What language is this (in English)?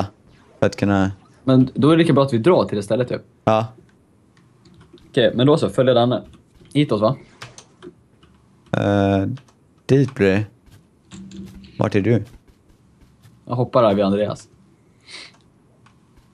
Swedish